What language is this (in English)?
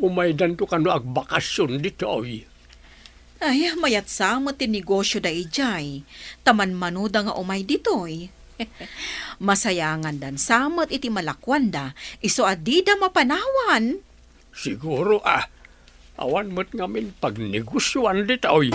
Iloko